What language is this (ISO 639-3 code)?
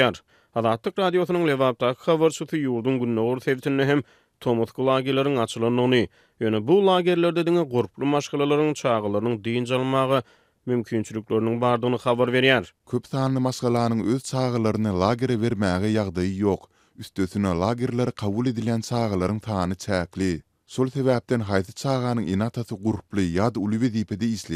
tuk